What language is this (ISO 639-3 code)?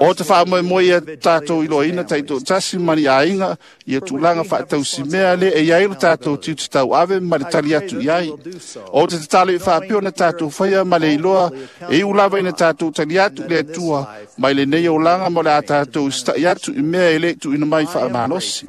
smo